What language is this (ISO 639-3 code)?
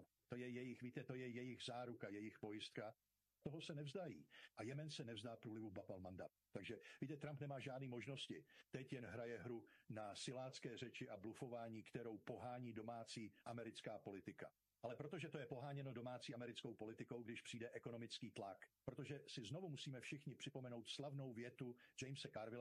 ces